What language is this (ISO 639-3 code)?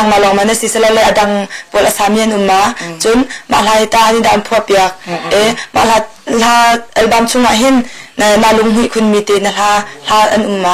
cnh